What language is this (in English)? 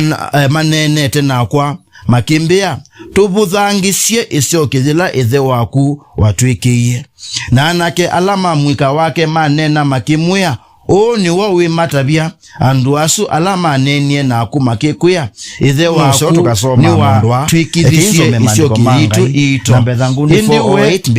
Kamba